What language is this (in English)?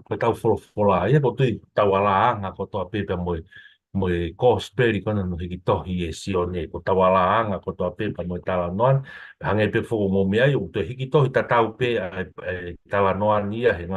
Tongan